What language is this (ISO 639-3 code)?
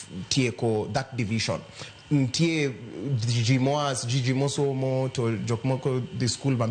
luo